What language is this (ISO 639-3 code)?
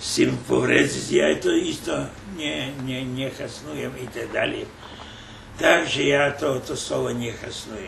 rue